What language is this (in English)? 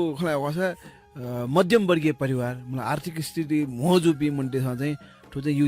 Newari